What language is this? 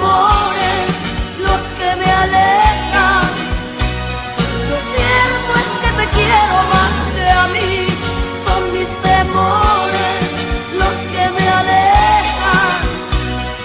Spanish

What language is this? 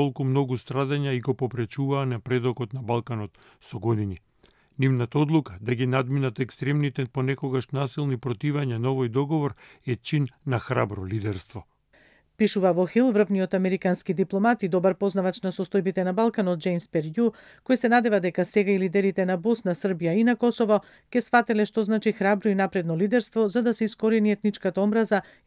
Macedonian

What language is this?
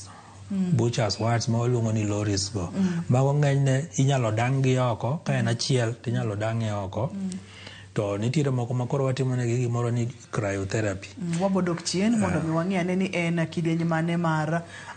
Luo (Kenya and Tanzania)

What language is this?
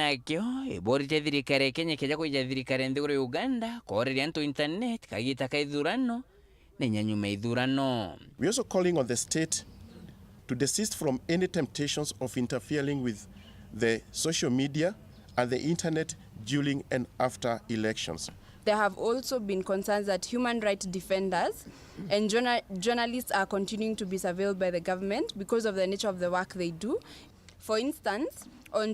Meru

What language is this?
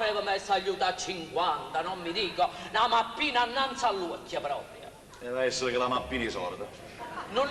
Neapolitan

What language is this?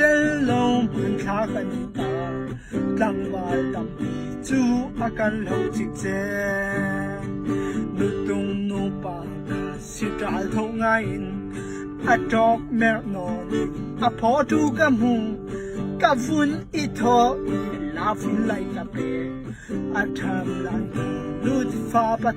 Hakha Chin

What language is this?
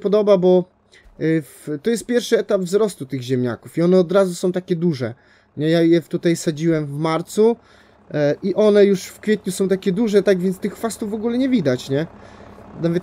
Polish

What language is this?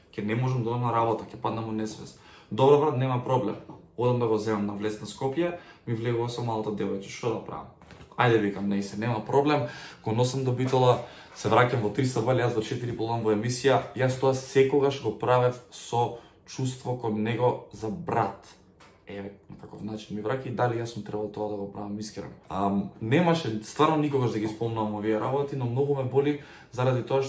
Macedonian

